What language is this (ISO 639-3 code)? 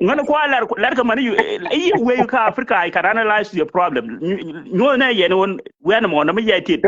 nus